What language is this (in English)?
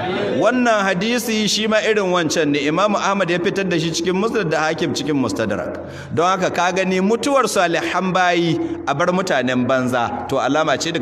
Hausa